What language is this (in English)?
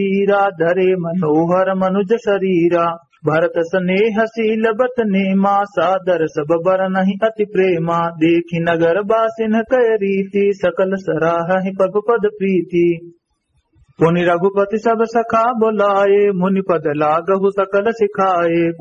Awadhi